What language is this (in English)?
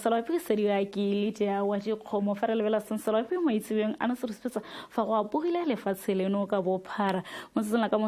Tswana